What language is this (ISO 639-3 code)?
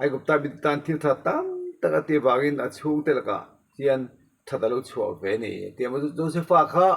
lus